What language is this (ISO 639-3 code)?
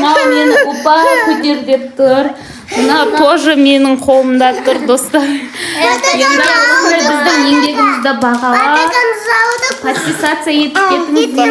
kaz